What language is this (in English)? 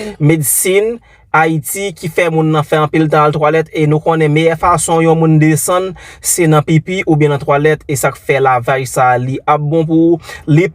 Haitian Creole